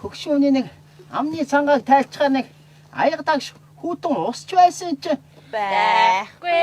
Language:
Mongolian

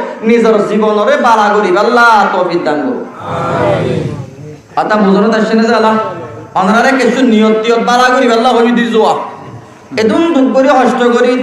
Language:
Rohingya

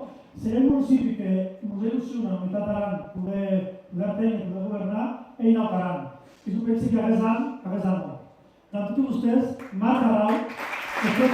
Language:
Occitan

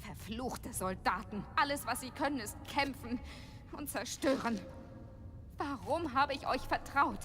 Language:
Bavarian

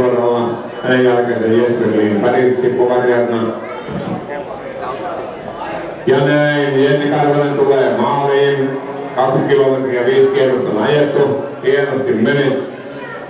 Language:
Finnish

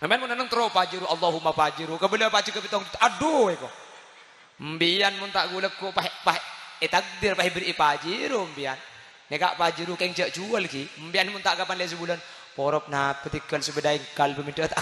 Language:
Madurese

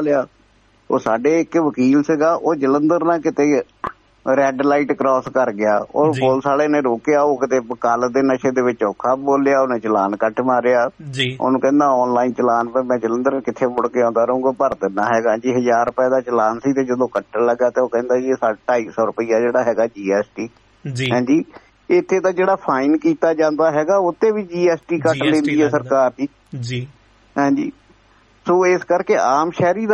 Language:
Punjabi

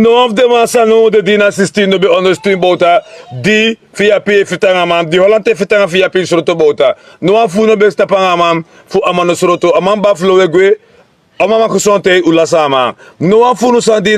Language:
Sranan Tongo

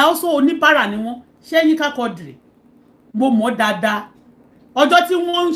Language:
Yoruba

